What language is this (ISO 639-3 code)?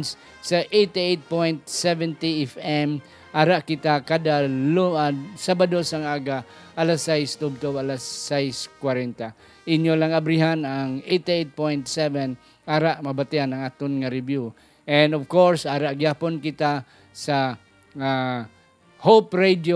hil